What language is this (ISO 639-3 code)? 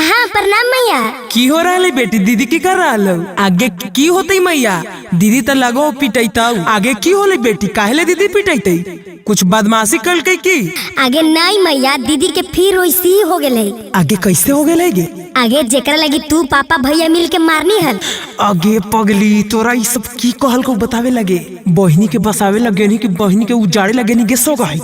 mag